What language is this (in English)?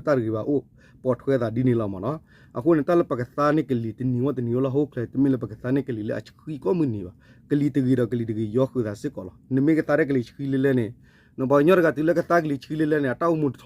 S'gaw Karen